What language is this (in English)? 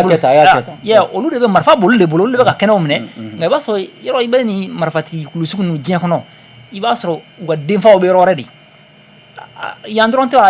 Bambara